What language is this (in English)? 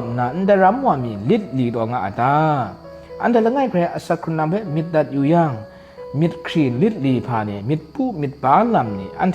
Kachin